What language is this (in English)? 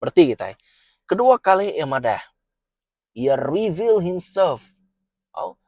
Iban